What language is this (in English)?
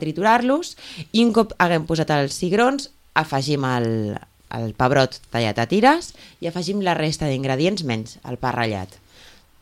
Catalan